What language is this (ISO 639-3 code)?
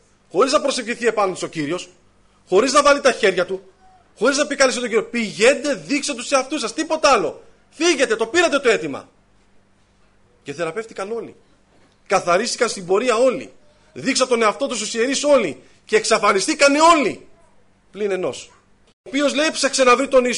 ell